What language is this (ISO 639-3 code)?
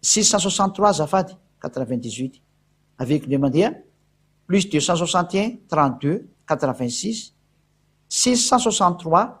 mlg